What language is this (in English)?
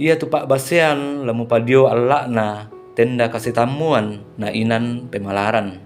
Toraja-Sa'dan